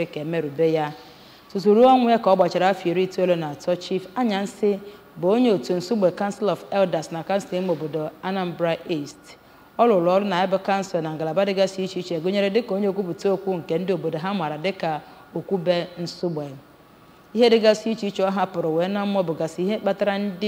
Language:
Igbo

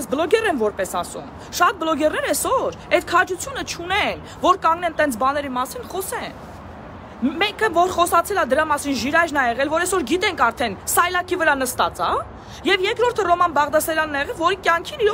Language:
Armenian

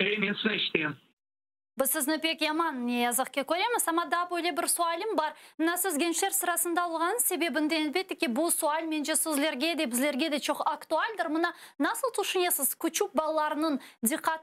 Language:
Crimean Tatar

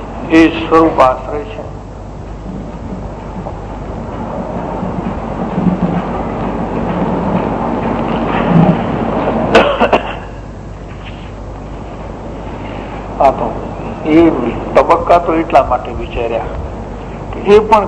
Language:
Gujarati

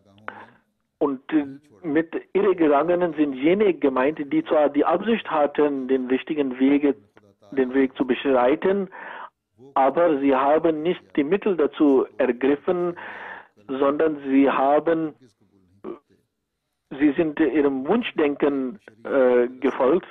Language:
German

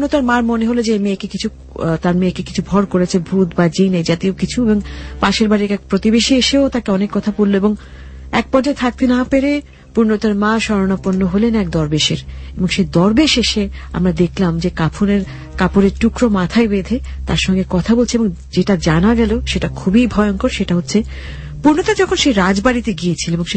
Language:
Bangla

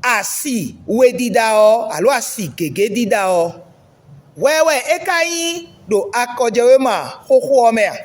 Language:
Fon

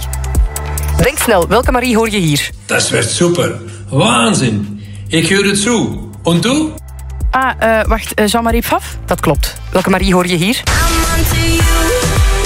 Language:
Dutch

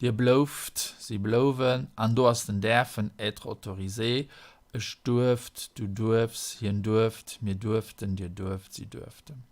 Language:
Luxembourgish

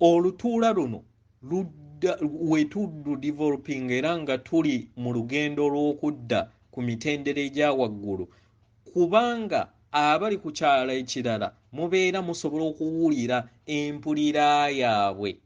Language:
Ganda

